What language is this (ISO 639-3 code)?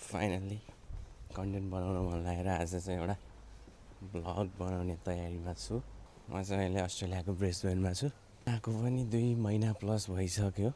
nep